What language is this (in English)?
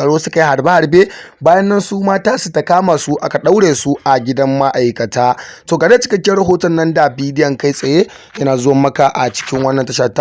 Hausa